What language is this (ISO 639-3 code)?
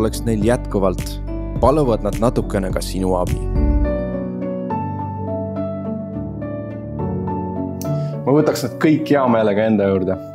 est